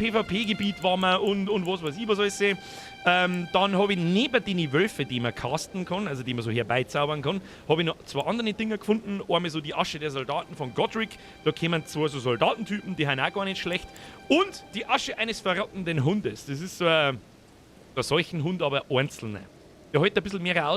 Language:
Bavarian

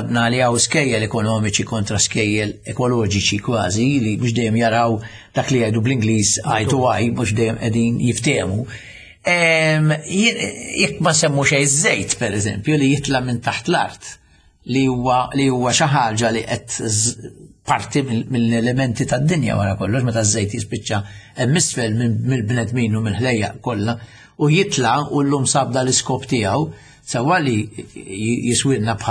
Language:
Maltese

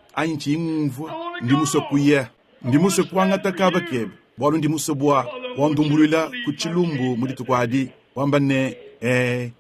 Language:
Luba-Lulua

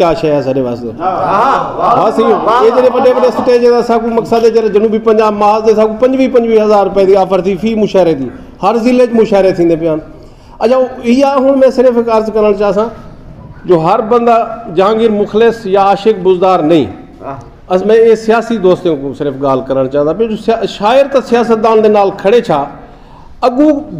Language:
Saraiki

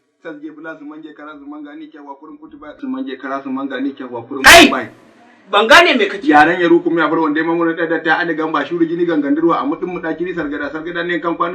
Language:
Hausa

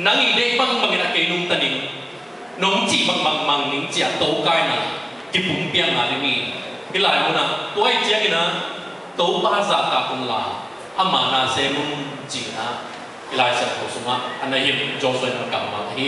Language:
Tedim Chin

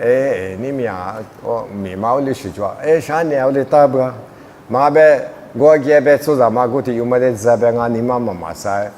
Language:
Lisu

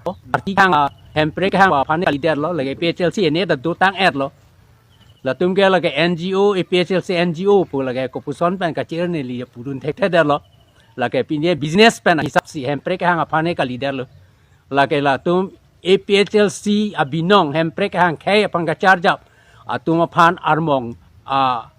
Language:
Karbi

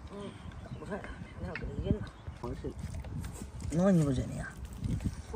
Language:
Chinese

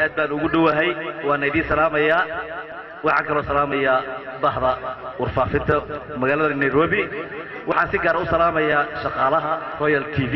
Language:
Somali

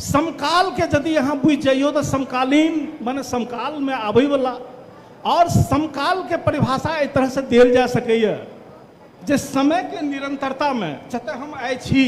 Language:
Maithili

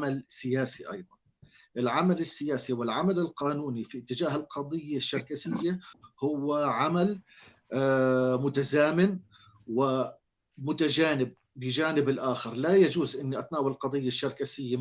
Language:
North Levantine Arabic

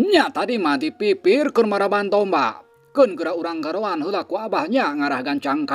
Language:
Sundanese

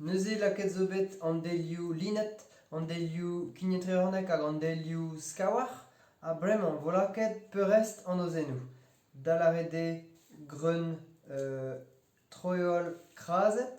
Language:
Breton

